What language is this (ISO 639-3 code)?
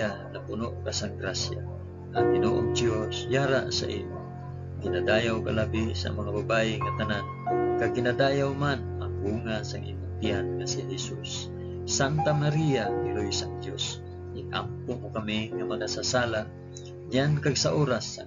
hil